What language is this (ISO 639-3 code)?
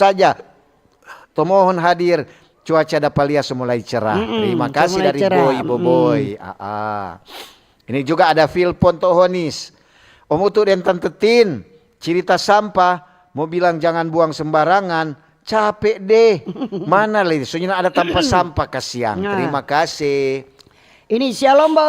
xmm